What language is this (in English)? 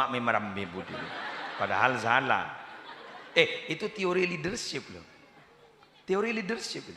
Madurese